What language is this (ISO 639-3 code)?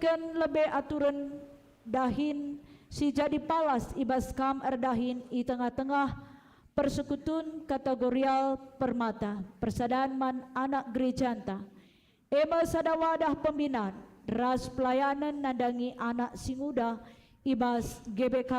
btx